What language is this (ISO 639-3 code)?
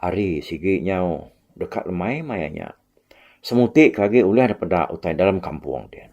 iba